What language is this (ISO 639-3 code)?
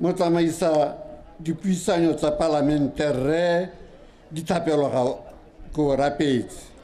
tsn